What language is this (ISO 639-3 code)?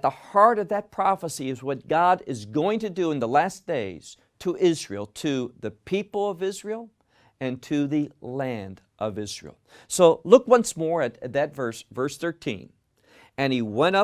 eng